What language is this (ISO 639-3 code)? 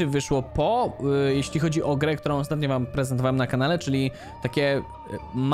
pol